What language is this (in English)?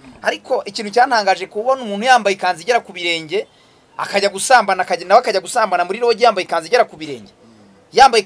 Kinyarwanda